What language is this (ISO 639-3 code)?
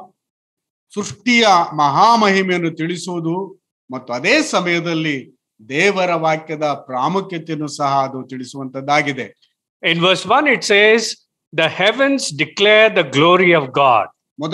kan